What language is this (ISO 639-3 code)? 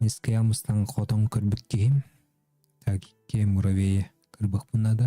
sah